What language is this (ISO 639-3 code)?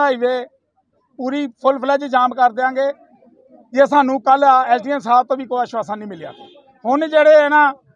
pan